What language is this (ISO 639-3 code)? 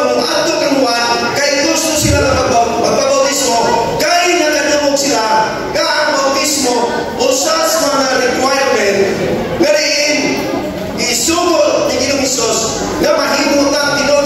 ceb